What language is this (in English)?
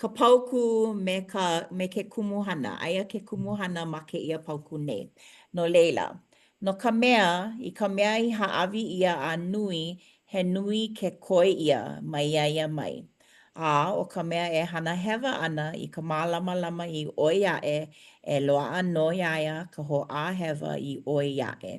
Hawaiian